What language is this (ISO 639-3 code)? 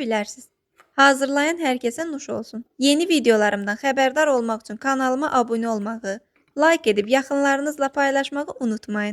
aze